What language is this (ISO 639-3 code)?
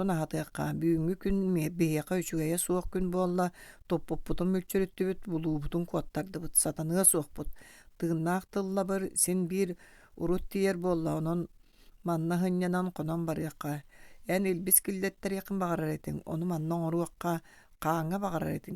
sah